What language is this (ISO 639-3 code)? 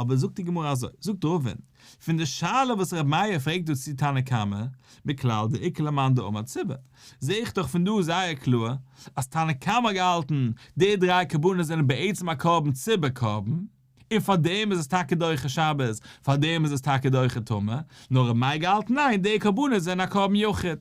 yid